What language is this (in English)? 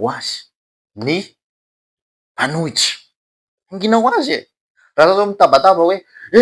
Malagasy